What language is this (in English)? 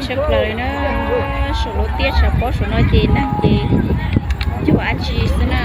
Hmong